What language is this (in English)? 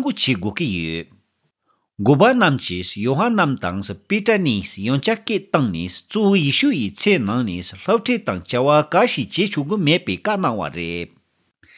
Tibetan